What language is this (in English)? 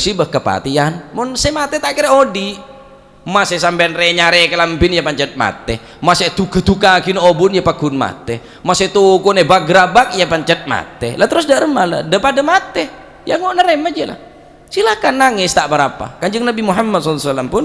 Madurese